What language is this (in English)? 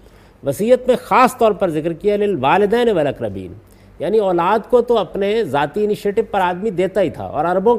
Urdu